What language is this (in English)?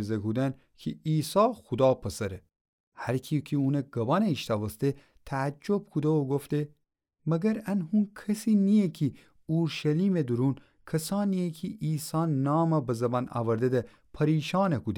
Gilaki